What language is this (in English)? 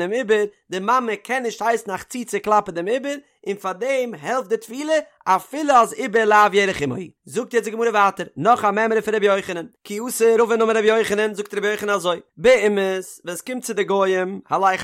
Yiddish